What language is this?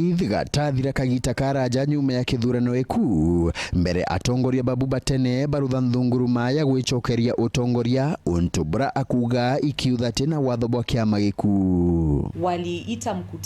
Meru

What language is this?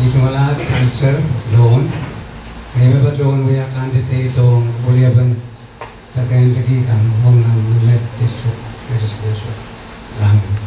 Pohnpeian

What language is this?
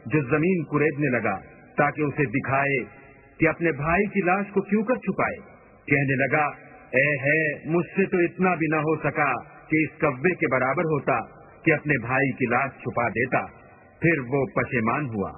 Urdu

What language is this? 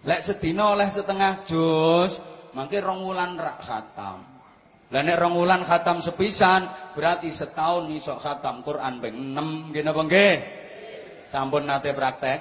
Javanese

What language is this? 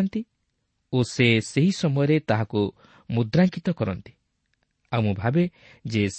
Odia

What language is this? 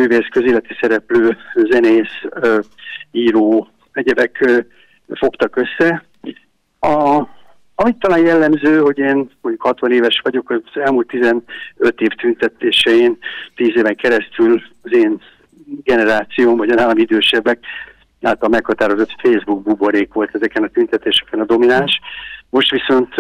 Hungarian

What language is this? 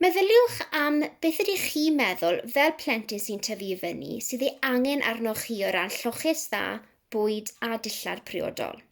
Welsh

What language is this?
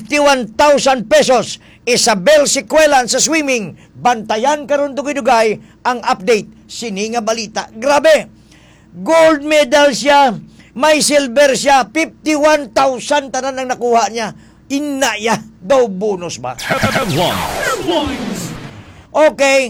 Hiligaynon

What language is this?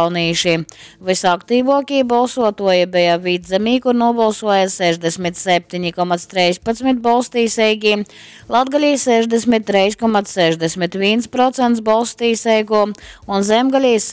Latgalian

